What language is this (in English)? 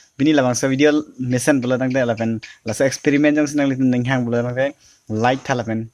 Karbi